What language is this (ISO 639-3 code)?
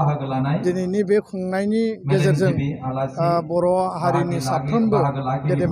brx